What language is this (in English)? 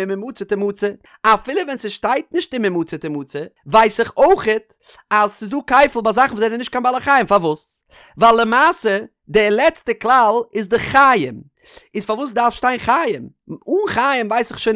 Yiddish